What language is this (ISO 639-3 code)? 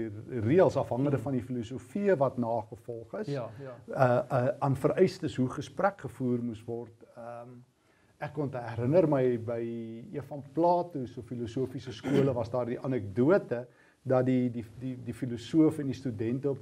afr